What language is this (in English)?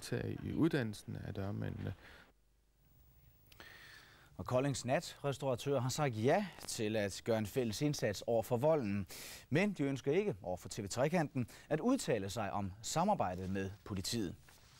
Danish